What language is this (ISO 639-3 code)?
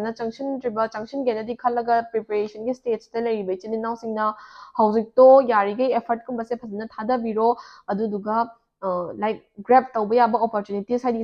mni